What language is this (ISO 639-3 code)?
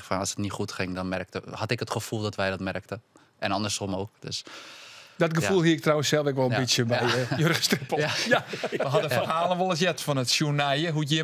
fry